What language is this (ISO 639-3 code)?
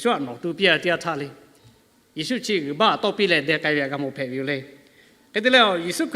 lhu